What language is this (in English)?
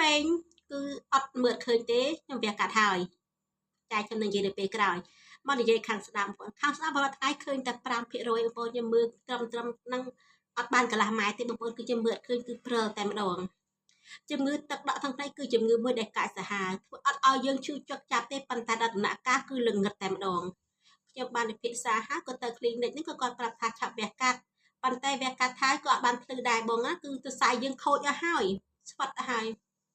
Khmer